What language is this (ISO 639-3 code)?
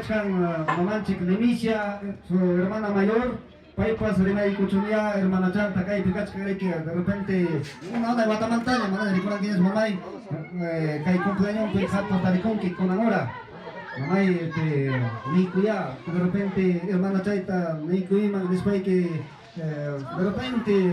quy